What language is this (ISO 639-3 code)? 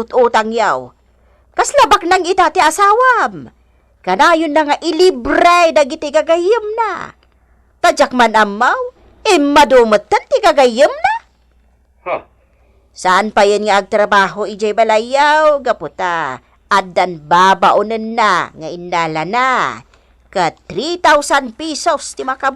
ilo